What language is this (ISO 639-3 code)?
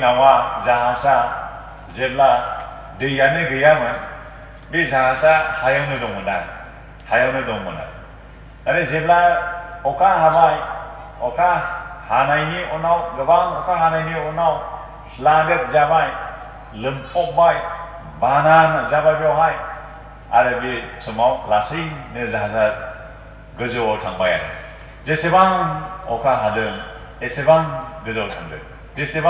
brx